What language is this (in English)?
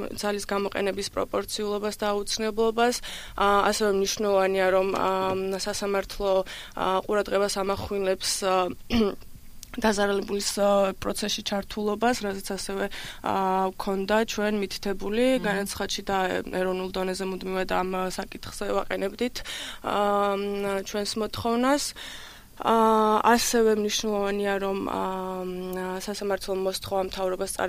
Georgian